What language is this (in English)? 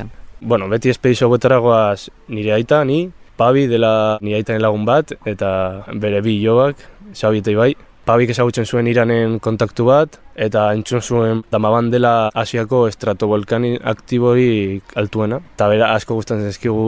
Basque